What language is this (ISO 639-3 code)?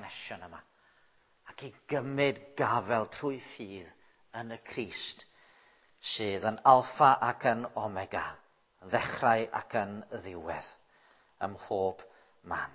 cym